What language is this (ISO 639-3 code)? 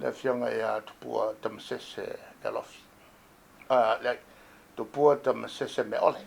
smo